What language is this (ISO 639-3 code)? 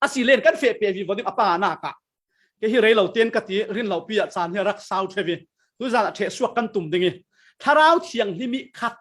cfm